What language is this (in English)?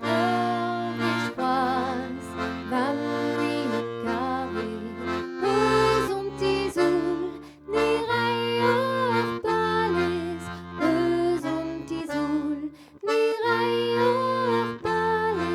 Breton